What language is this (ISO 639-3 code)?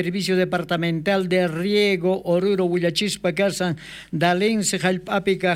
quh